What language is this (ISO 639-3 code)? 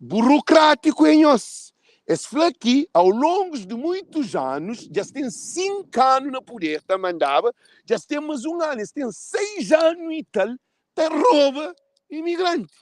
kea